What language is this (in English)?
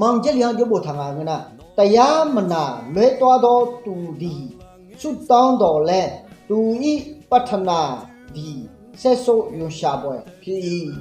Akha